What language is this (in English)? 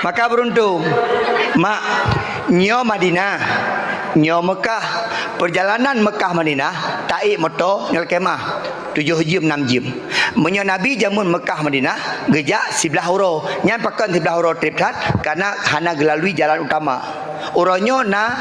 Achinese